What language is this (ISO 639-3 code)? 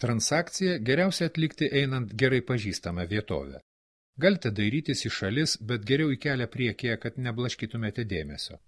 lit